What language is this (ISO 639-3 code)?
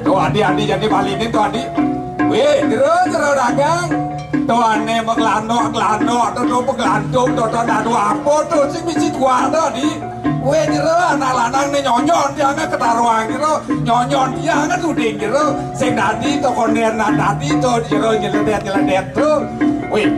ban